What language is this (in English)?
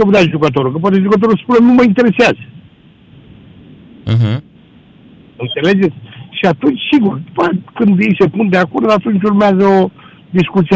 Romanian